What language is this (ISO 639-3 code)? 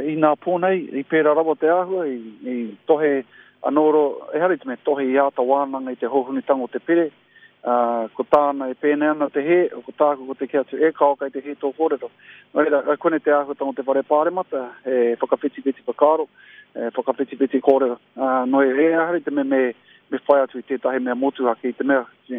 mri